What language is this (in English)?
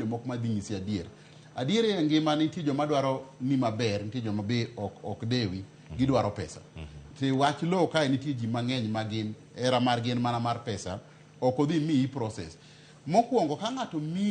Luo (Kenya and Tanzania)